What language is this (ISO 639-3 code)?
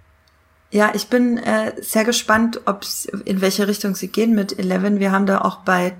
deu